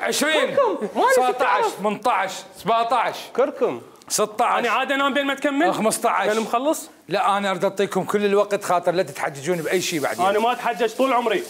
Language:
Mesopotamian Arabic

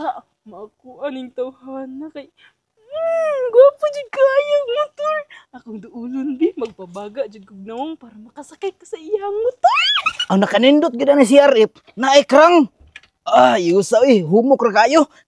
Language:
Cebuano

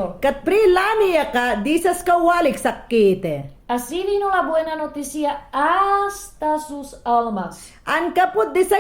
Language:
Mayangna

